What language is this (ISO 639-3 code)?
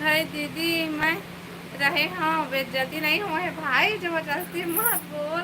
hne